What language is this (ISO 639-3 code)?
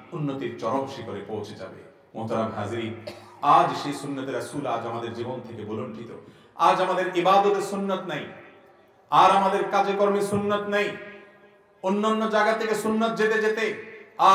ben